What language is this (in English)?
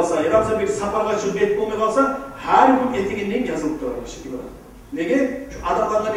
Kumyk